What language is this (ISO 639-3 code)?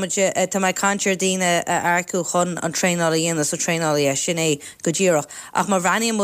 gle